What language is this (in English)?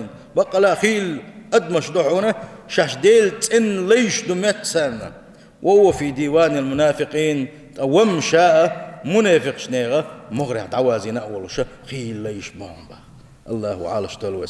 Chechen